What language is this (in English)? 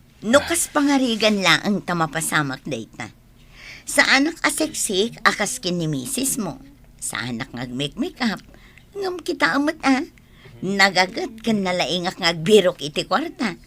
Iloko